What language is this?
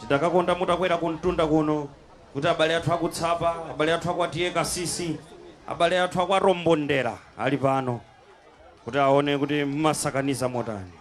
Nyanja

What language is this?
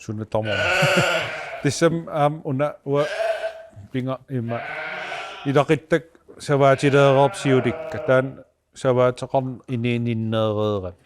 Kalaallisut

